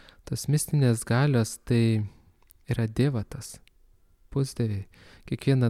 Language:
Lithuanian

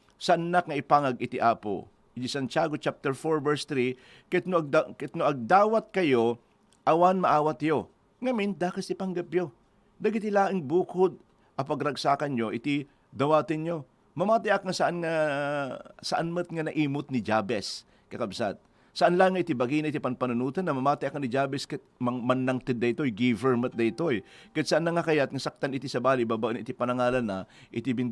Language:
Iloko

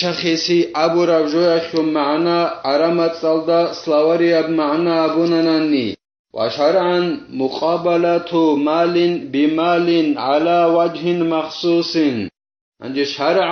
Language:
Avaric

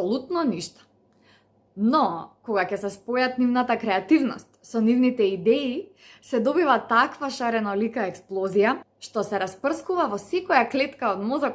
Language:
Macedonian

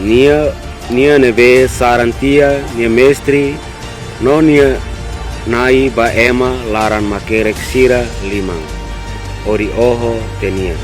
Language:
Tetum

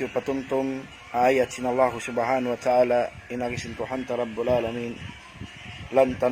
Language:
Tausug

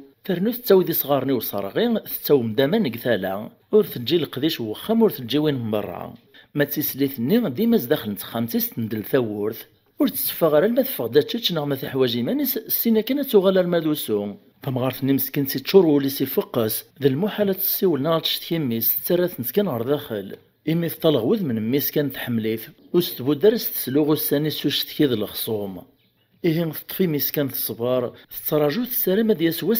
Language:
Kabyle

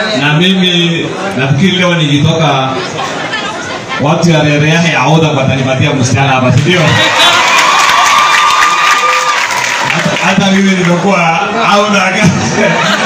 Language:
Swahili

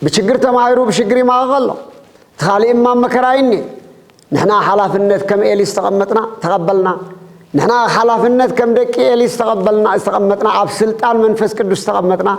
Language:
Tigrinya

